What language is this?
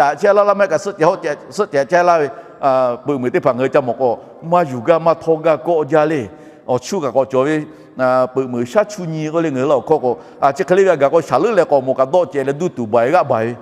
Lahu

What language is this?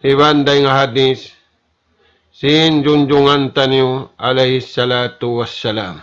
Tausug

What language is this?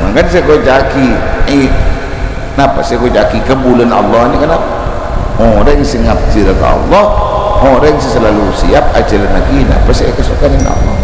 Madurese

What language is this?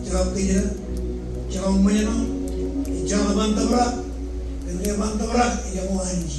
Marshallese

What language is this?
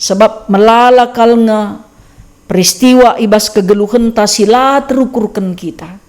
Batak Karo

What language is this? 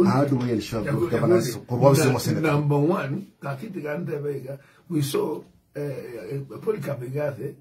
Gusii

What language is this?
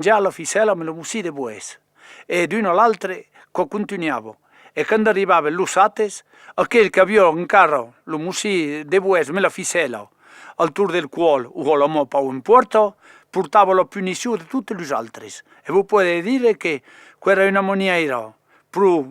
Occitan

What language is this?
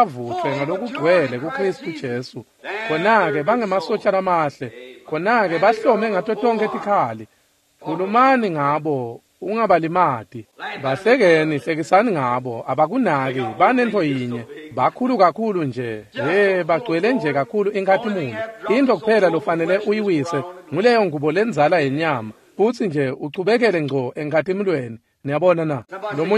Swati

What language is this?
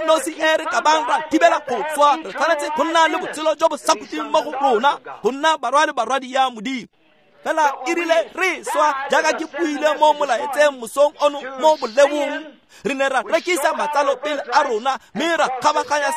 Tswana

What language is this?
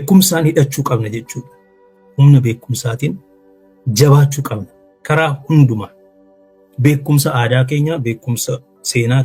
Oromo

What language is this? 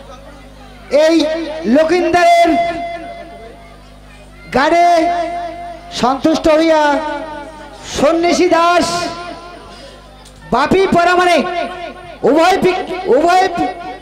Bangla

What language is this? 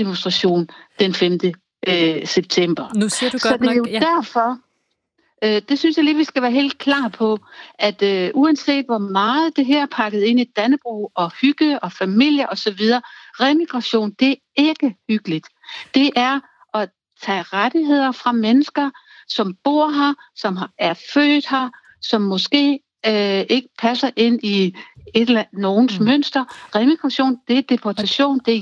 Danish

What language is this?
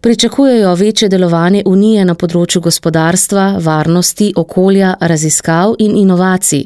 Slovenian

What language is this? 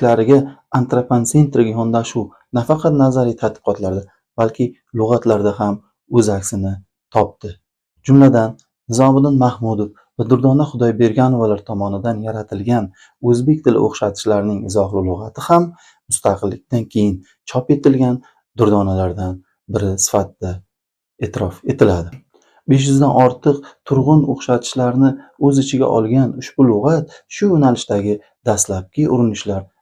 Uzbek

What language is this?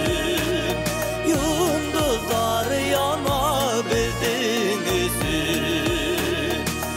Bashkir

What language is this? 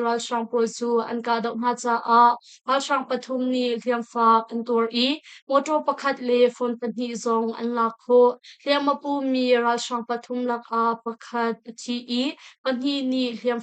Hakha Chin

